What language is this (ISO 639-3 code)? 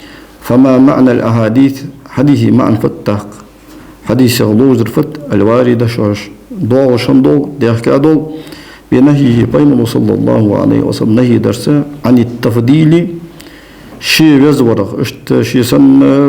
inh